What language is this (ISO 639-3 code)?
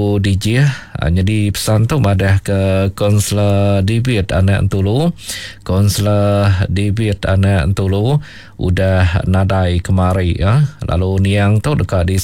iba